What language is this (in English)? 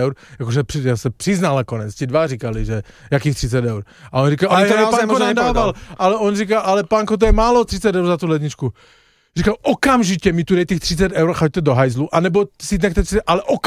Slovak